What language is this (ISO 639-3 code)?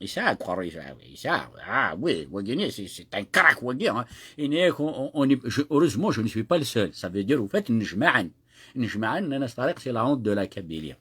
kab